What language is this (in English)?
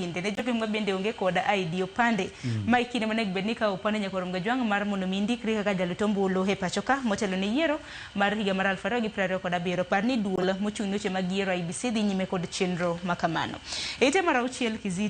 Luo (Kenya and Tanzania)